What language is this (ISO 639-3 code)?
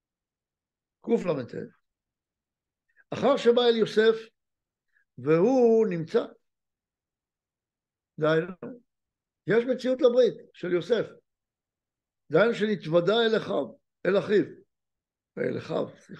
heb